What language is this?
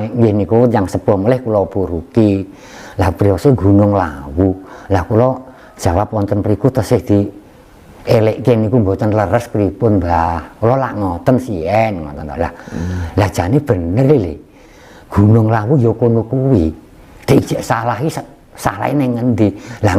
Javanese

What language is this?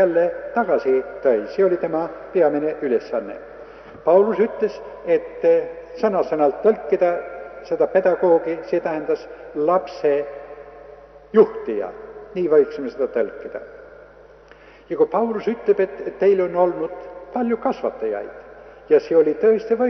Estonian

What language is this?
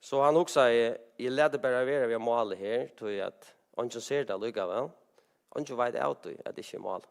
Faroese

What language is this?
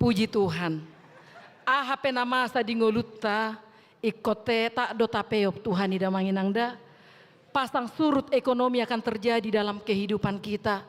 Batak Toba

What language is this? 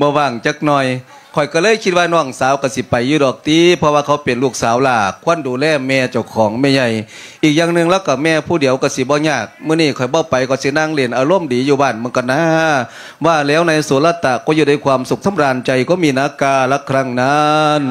Lao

